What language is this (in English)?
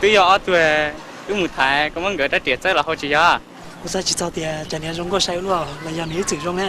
Hmong